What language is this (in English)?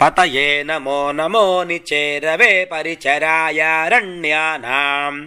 Sanskrit